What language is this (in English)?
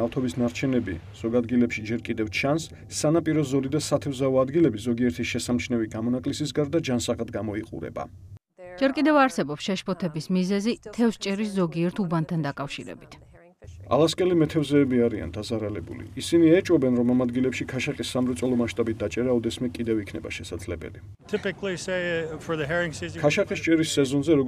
Georgian